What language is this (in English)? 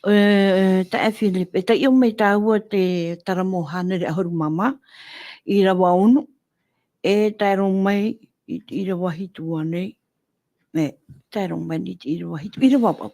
Tahitian